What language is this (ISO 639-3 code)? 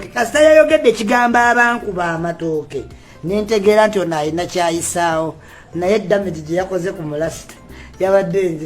lug